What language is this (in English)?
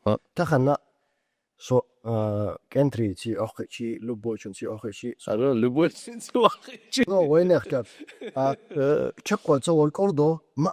Chechen